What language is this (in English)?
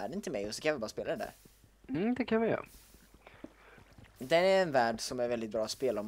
Swedish